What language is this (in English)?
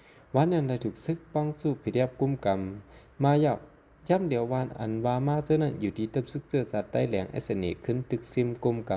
Shan